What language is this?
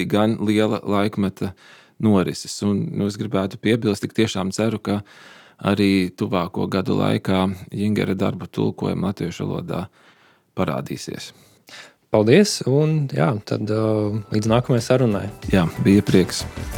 Latvian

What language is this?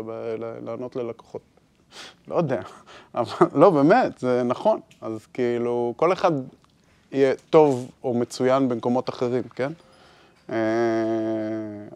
Hebrew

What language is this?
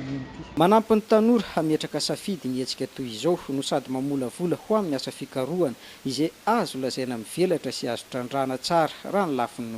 Malagasy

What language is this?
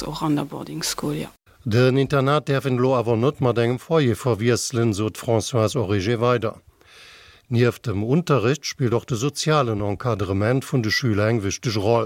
Luxembourgish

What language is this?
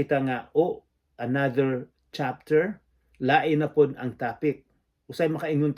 Cebuano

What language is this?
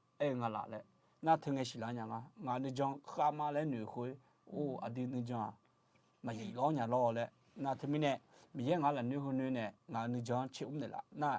Akha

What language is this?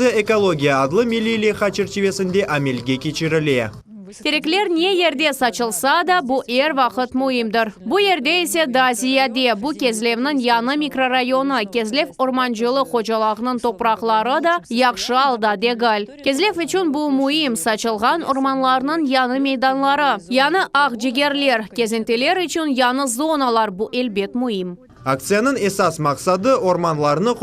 Crimean Tatar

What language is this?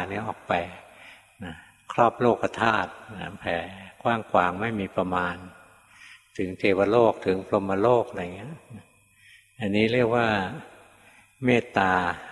Thai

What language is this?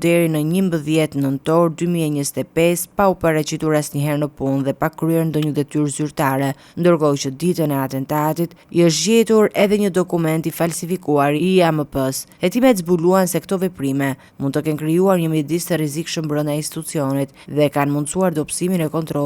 Albanian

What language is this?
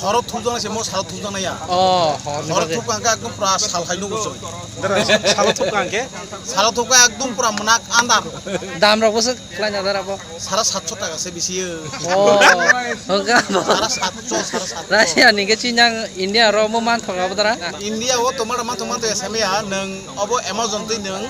Kok Borok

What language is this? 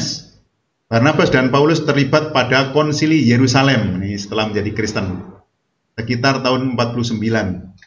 Indonesian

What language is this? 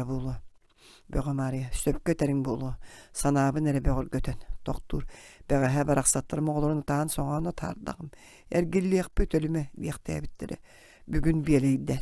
Yakut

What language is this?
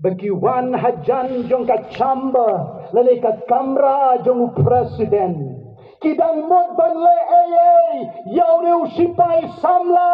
Khasi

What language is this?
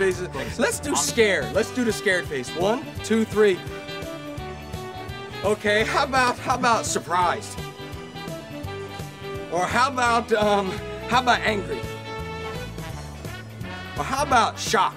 English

